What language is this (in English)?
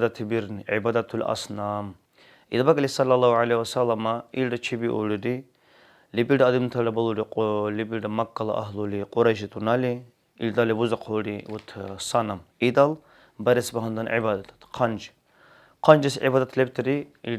Dargwa